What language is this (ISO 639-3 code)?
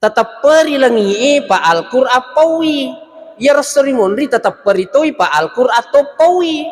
bug